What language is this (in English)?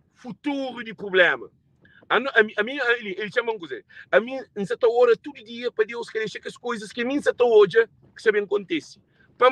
Kabuverdianu